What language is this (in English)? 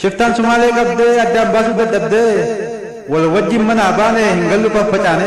Oromo